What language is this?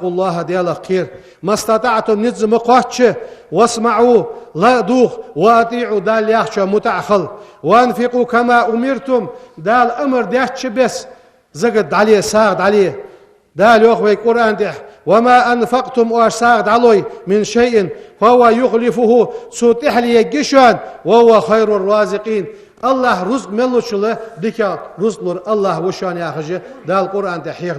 Ingush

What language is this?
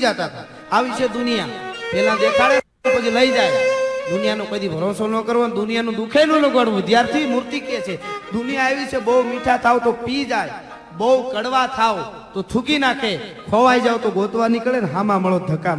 Gujarati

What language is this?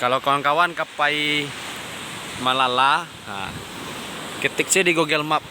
Minangkabau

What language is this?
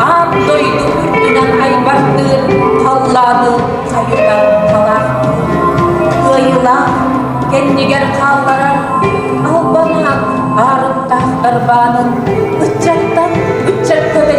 Yakut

